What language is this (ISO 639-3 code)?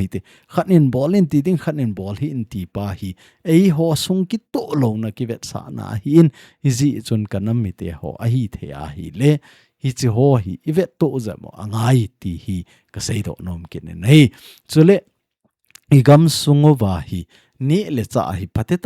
tcz